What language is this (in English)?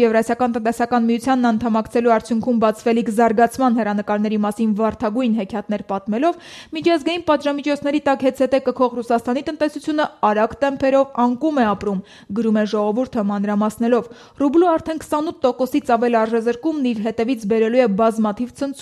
Armenian